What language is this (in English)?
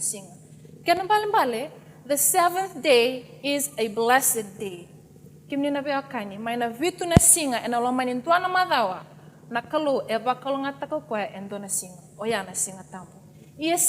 Fijian